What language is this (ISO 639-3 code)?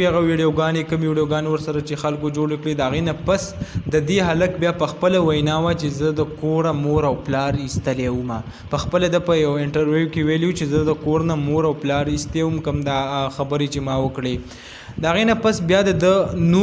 pus